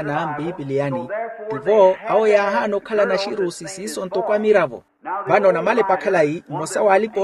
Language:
Makhuwa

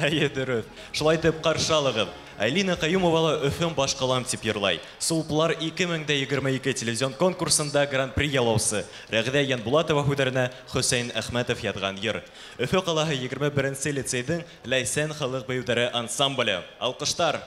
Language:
Bashkir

